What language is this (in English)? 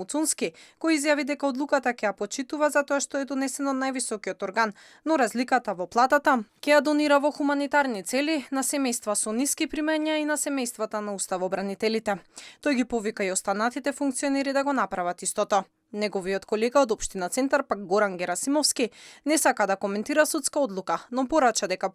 Macedonian